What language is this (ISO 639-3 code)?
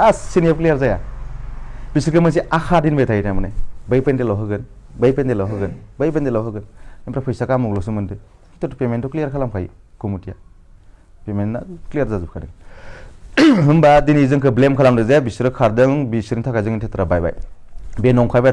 brx